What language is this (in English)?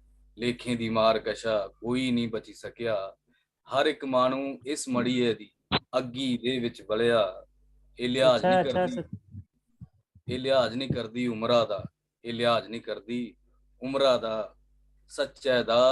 Dogri